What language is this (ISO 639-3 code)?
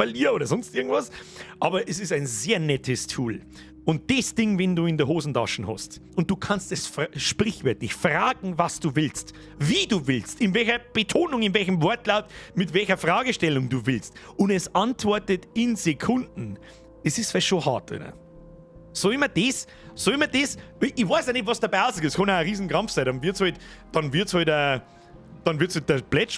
bar